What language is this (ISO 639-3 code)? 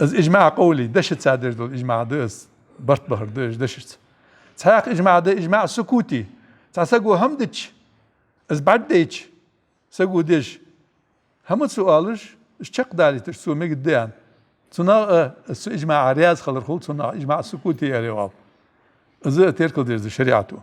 inh